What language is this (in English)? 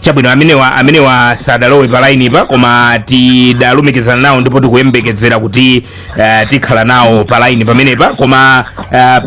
Nyanja